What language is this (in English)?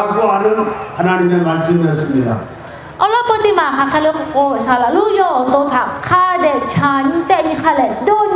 Lahu